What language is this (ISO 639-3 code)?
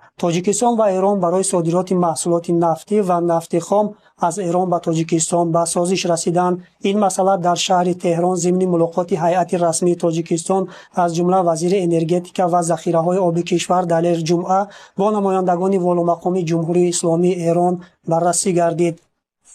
tgk